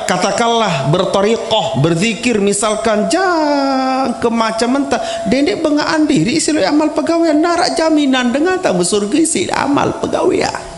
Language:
Sasak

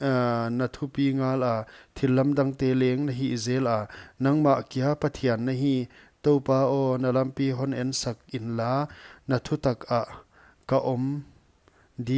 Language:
Paite Chin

